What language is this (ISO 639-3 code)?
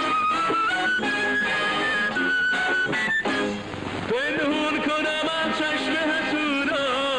fas